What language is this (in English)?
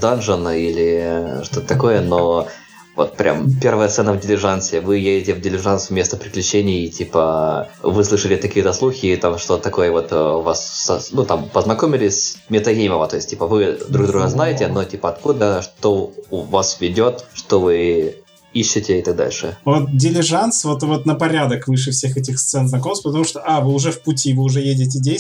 Russian